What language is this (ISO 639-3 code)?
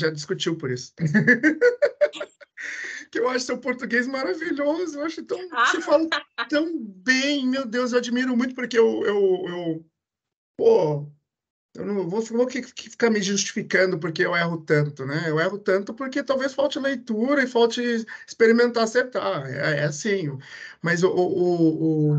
por